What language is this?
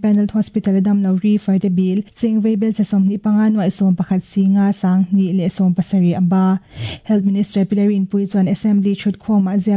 Mizo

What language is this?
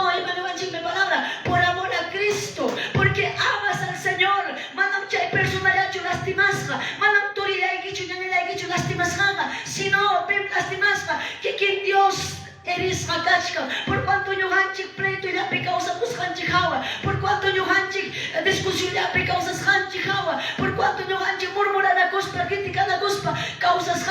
Quechua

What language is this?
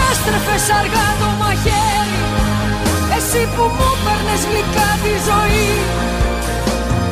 Greek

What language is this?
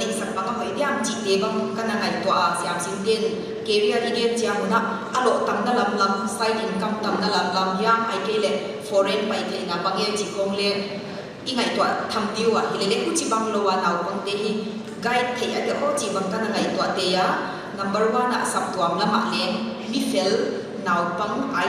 Paite Chin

